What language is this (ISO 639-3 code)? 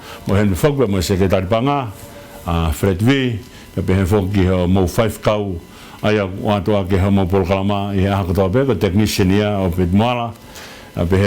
ton